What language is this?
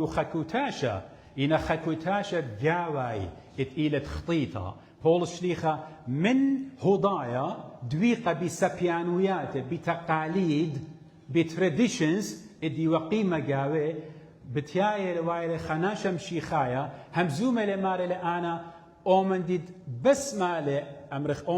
Assyrian Neo-Aramaic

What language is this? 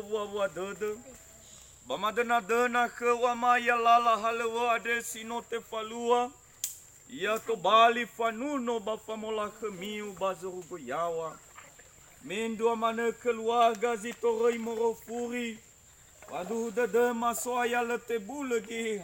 Nias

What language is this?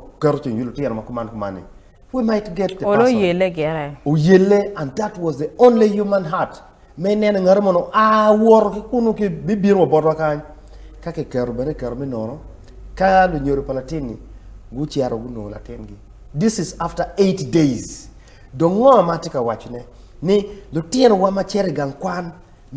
Acoli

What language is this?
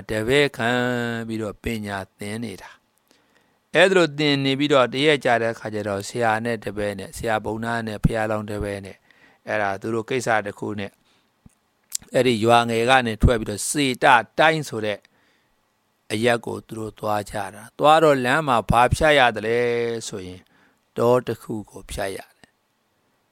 Burmese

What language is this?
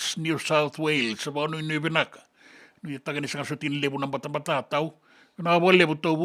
Fijian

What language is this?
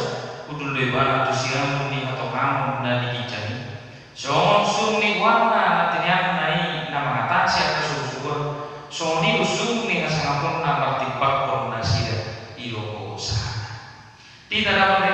Batak Toba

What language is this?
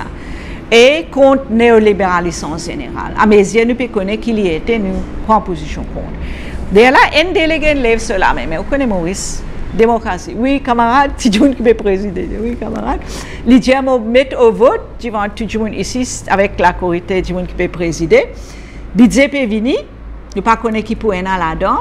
Morisyen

